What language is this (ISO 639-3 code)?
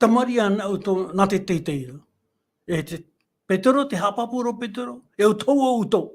tah